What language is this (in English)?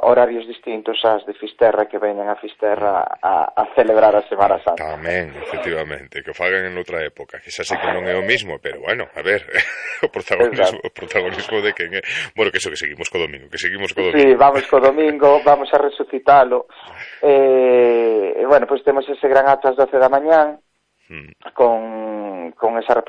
Galician